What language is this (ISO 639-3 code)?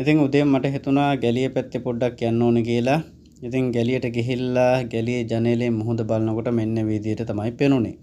sin